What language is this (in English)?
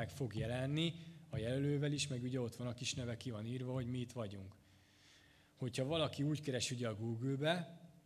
Hungarian